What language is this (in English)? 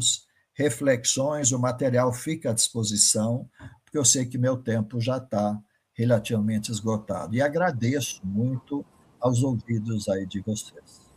Portuguese